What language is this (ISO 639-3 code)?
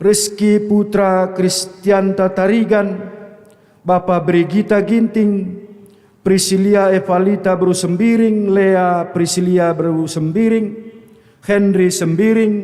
btx